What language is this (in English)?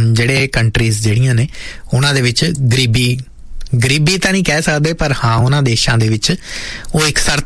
Punjabi